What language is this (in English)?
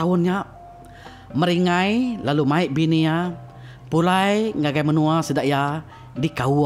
Iban